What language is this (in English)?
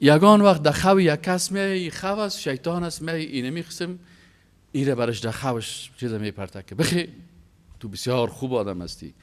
Persian